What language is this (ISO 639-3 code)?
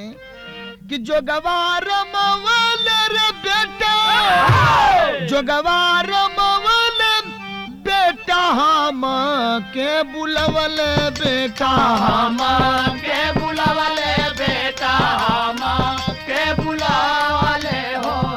bho